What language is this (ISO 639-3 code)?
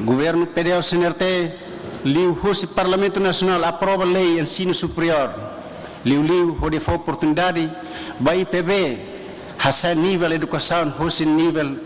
tet